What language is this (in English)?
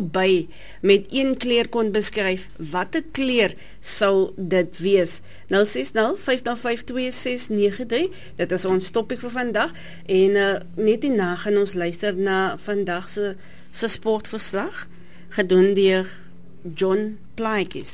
Afrikaans